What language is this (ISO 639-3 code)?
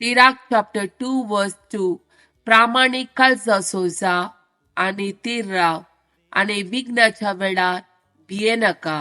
kok